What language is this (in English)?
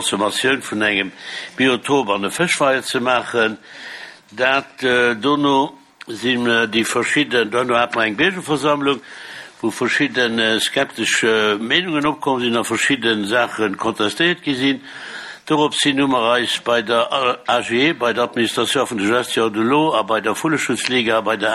Luxembourgish